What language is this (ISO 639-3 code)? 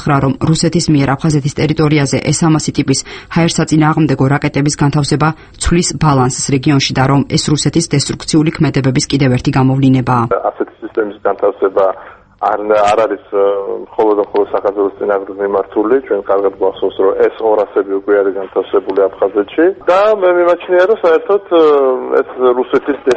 kat